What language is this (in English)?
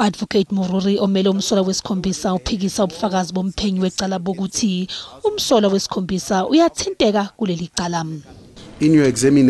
Zulu